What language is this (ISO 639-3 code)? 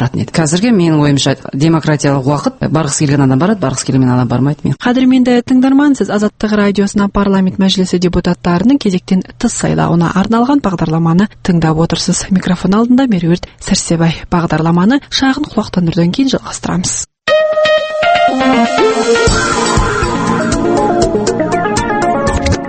kaz